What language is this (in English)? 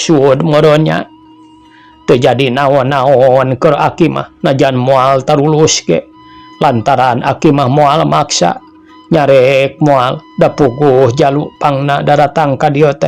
Sundanese